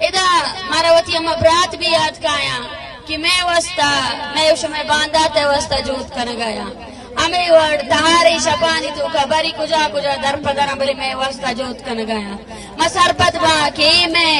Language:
Eastern Balochi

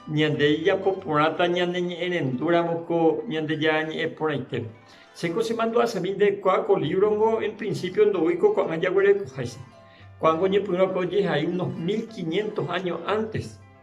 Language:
Guarani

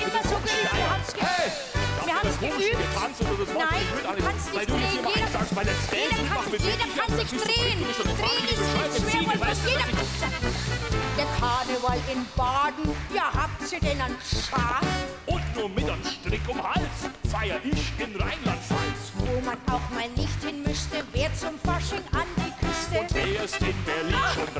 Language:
German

